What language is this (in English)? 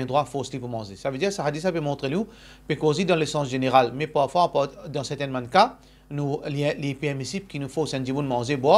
Morisyen